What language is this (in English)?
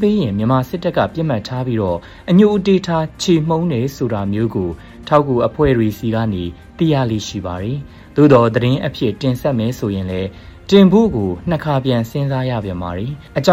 Burmese